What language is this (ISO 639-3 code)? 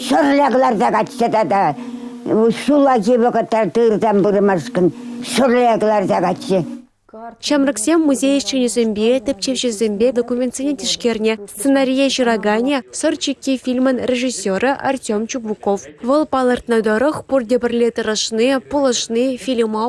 chv